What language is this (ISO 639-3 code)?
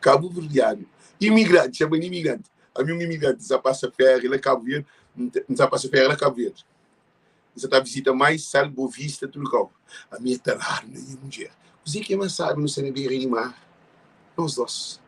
kea